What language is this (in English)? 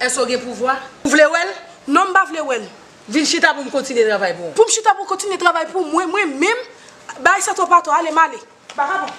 Haitian Creole